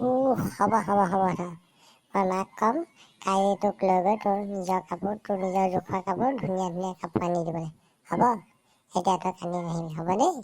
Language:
Assamese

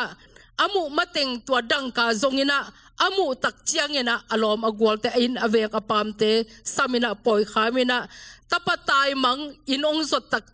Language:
Tedim Chin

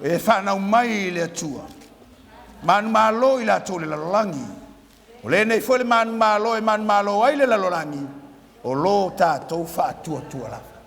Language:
Samoan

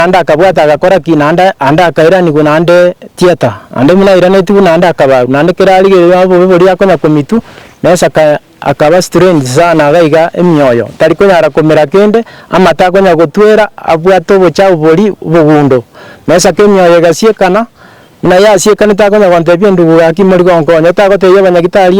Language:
Gusii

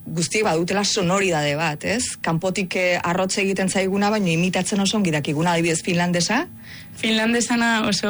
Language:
Basque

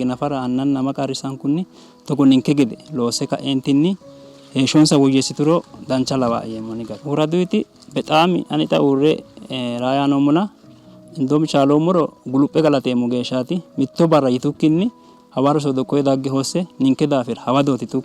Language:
Sidamo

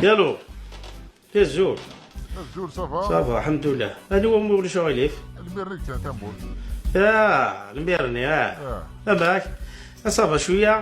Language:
Kabyle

